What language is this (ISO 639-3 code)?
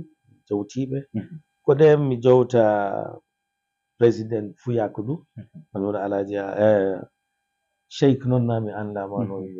ful